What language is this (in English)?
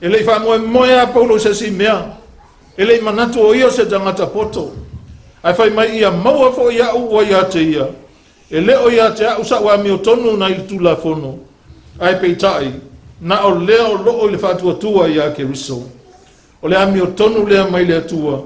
Samoan